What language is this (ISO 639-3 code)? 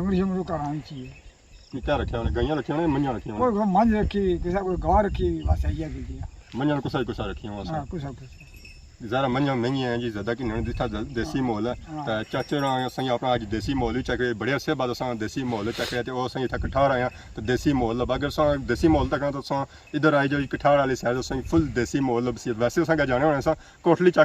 phr